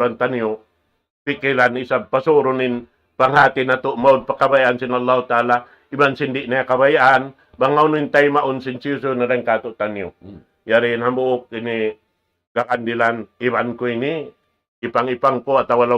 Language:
Tausug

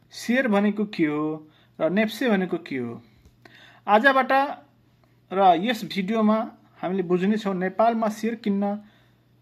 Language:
Nepali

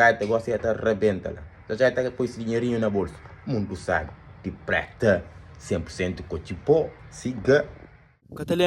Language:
Kabuverdianu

